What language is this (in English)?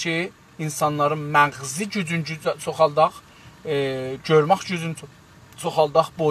South Azerbaijani